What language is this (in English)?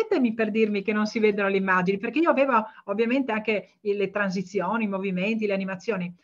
Italian